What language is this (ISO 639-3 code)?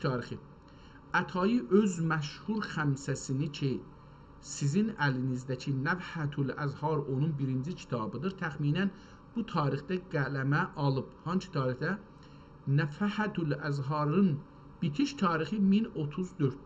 azb